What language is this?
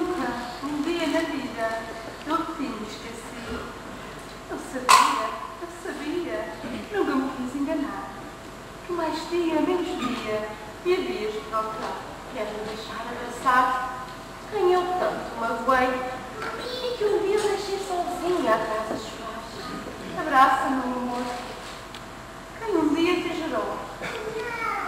Portuguese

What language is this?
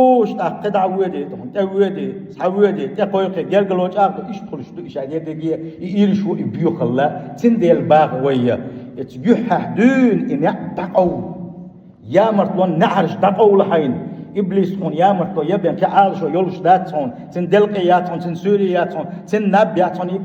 Chechen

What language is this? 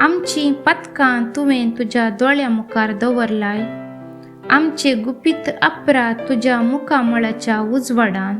Konkani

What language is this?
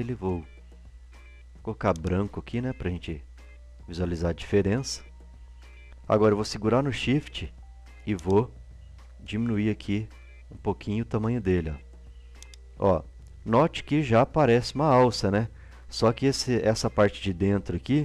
Portuguese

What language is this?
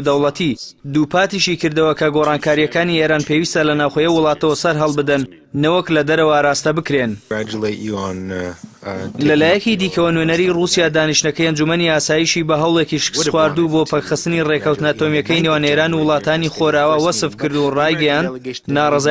Central Kurdish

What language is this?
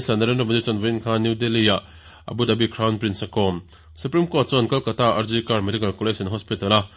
Mizo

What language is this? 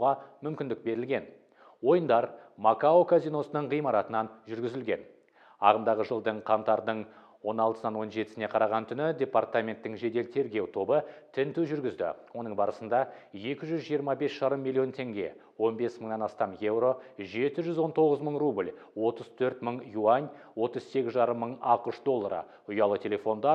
Kazakh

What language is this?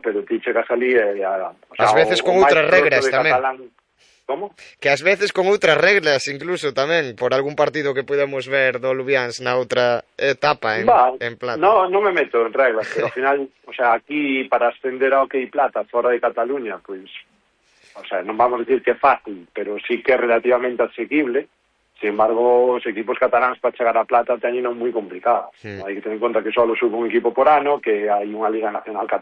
Galician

